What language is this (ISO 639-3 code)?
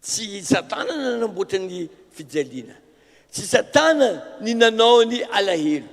mlg